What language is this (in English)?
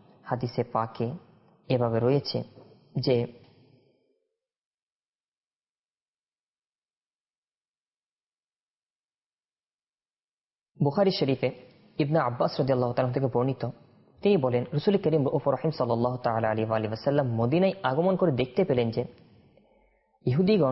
Bangla